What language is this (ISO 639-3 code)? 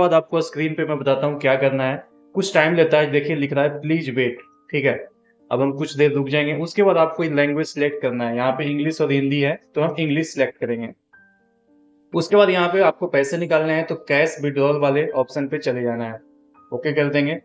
hin